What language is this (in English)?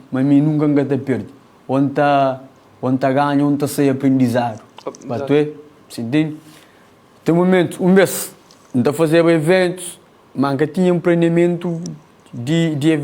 Kabuverdianu